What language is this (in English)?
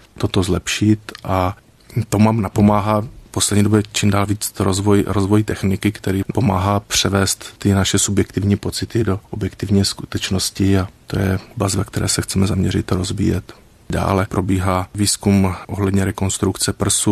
Czech